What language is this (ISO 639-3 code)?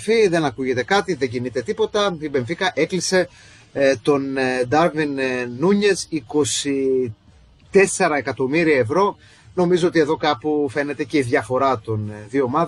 ell